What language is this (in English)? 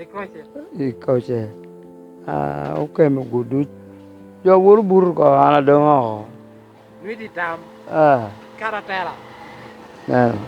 Lango (Uganda)